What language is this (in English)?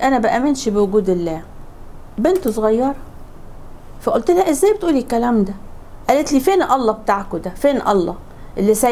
Egyptian Arabic